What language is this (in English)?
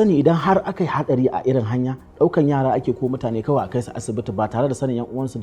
Hausa